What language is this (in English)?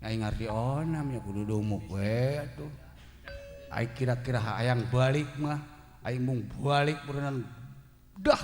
Sundanese